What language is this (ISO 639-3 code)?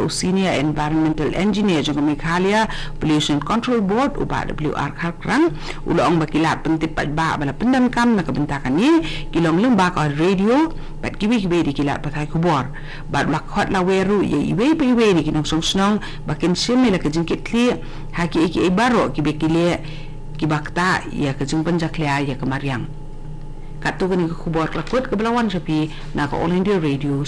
kha